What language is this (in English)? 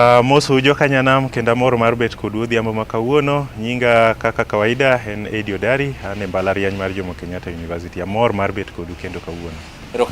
Luo (Kenya and Tanzania)